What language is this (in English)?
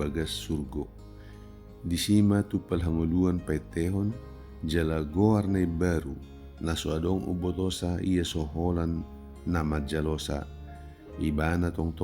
Batak Toba